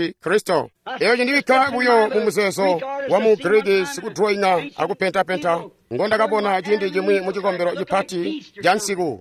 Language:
Tonga (Zambia)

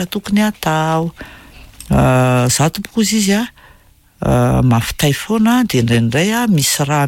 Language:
Malagasy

